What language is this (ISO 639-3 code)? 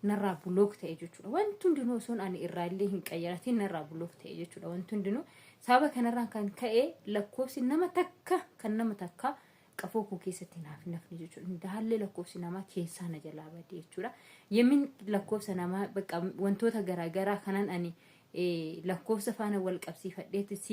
orm